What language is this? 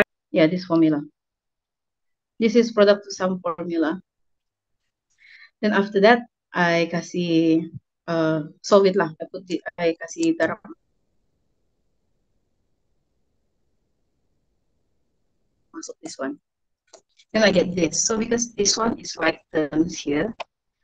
Malay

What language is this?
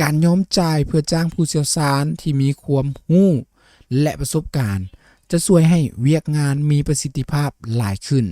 Lao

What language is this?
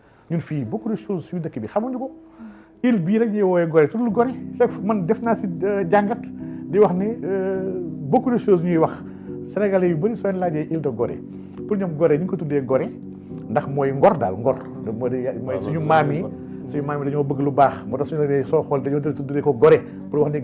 Wolof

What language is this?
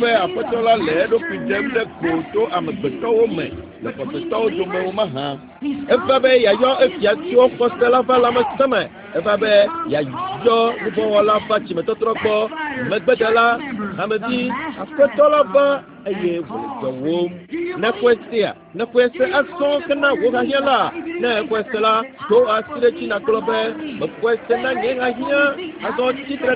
Ewe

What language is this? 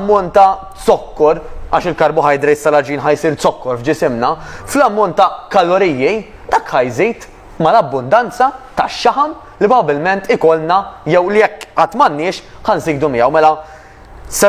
Maltese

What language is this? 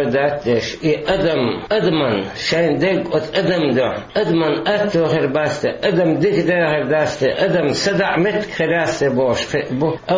Chechen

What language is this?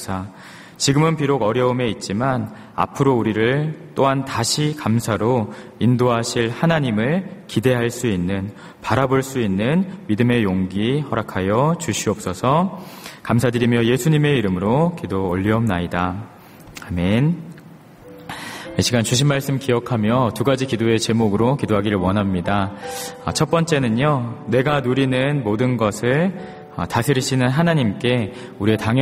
Korean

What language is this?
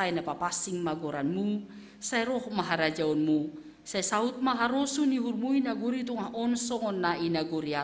Batak Simalungun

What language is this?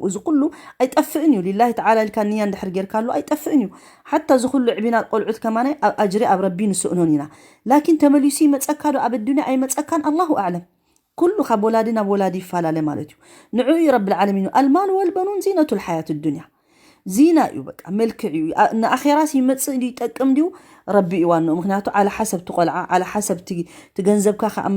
Tigrinya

